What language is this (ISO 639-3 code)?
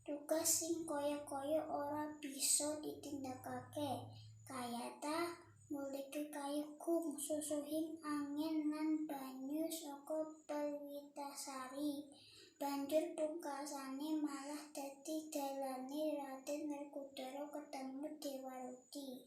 jav